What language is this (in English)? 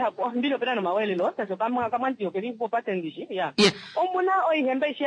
Kuanyama